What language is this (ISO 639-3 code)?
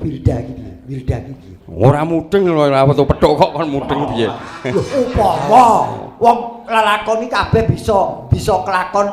jav